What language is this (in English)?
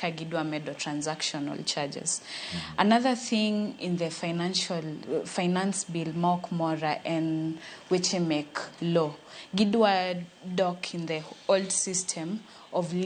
Luo (Kenya and Tanzania)